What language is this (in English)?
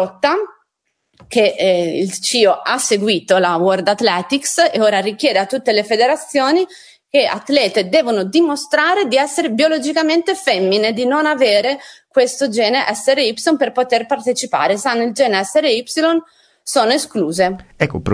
Italian